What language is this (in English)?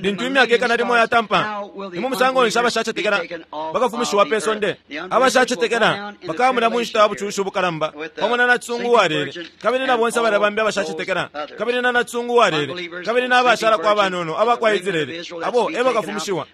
Bemba